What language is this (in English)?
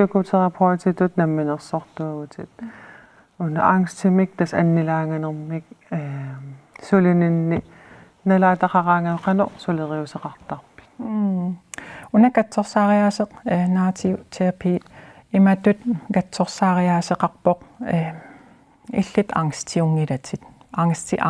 Kalaallisut